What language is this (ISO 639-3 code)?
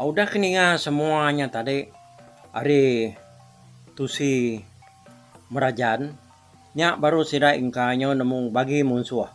iba